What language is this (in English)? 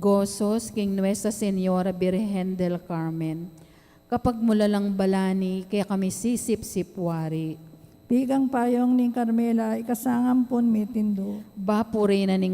Pampanga